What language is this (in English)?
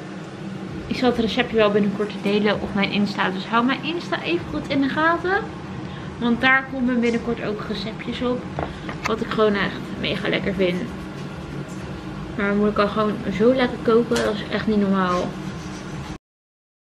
Dutch